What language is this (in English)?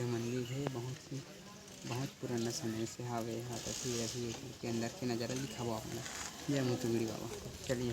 Chhattisgarhi